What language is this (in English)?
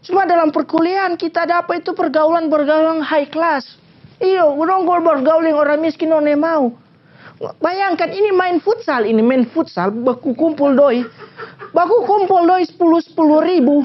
Manado Malay